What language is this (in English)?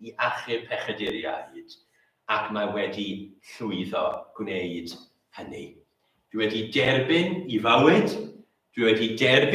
Welsh